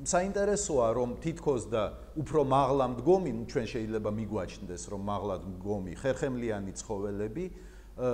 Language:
Georgian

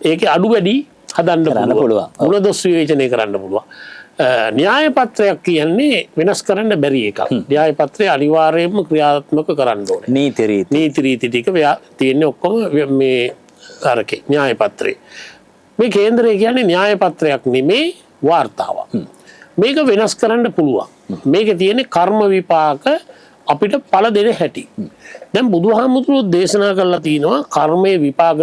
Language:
Sinhala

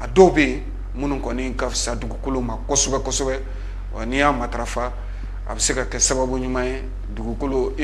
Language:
Bambara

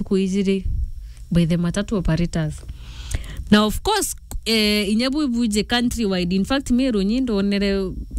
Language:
Meru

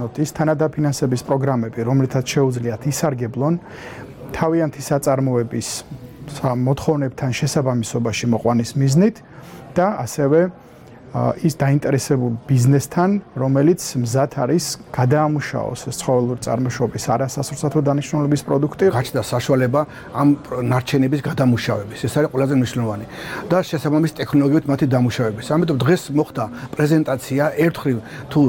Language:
Georgian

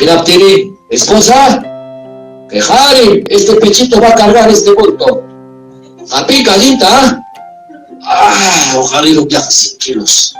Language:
Ayacucho Quechua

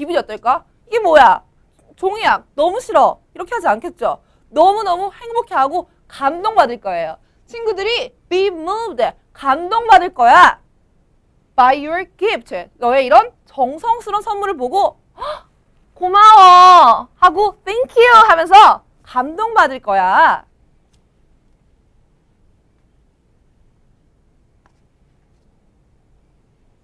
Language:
Korean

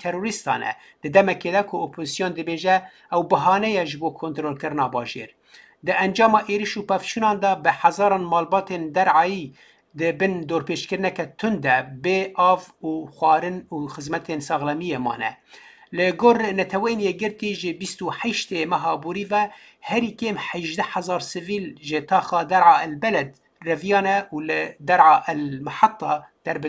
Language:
Kurdish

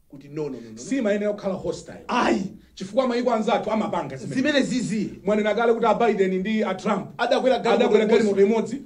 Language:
Nyanja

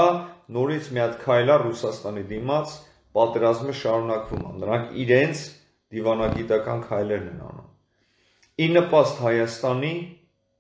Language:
Armenian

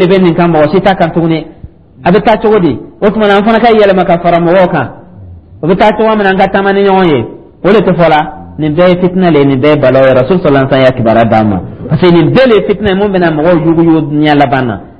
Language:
Dyula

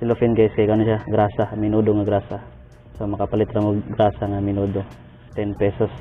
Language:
Cebuano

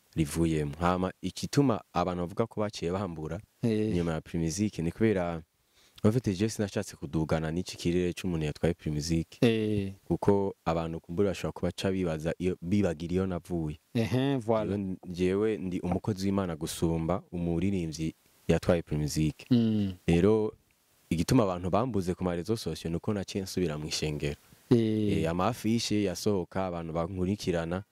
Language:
Rundi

